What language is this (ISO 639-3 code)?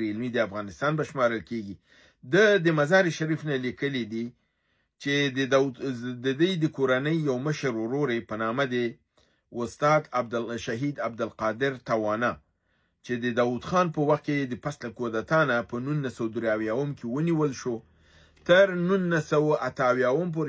pus